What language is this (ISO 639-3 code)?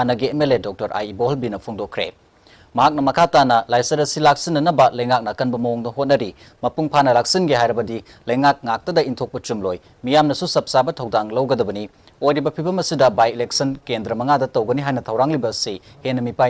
mni